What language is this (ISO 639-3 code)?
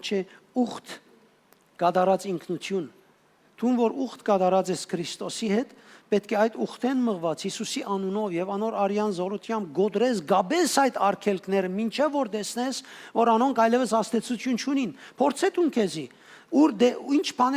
hyw